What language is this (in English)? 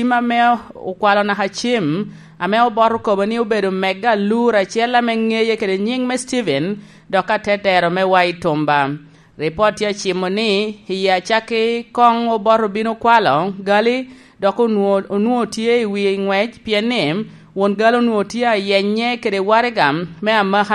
Lango (Uganda)